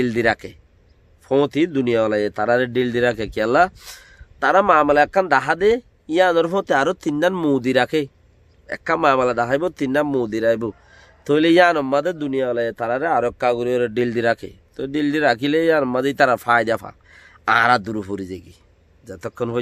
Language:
Rohingya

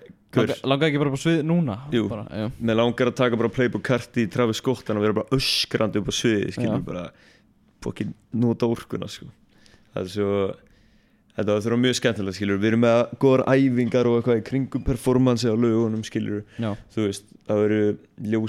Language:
Icelandic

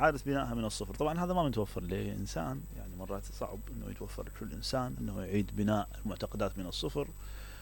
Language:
Mesopotamian Arabic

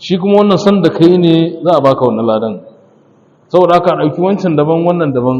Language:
Hausa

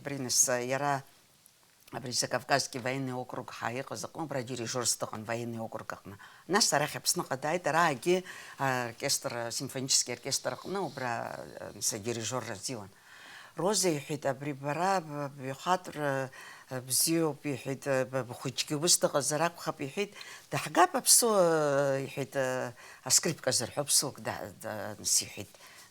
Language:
Abkhazian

